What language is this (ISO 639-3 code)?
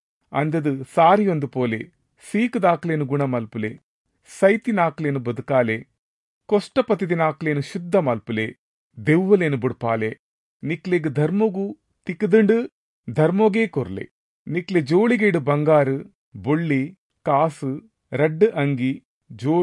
tcy